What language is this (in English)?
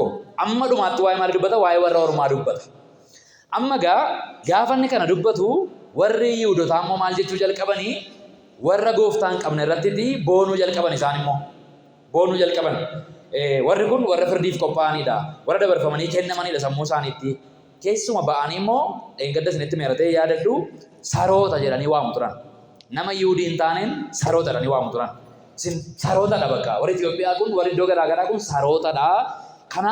Oromo